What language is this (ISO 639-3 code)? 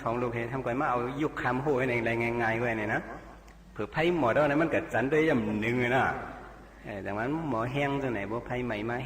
shn